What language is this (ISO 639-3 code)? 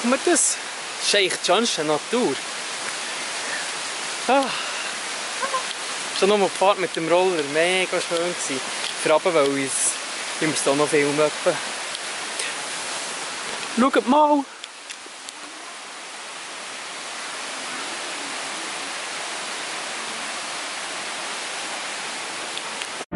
deu